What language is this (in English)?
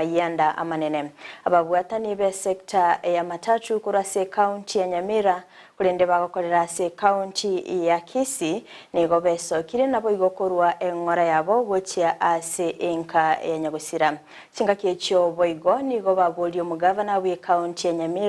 Gusii